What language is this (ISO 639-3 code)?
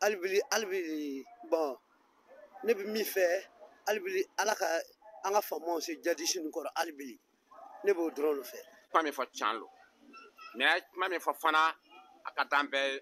bam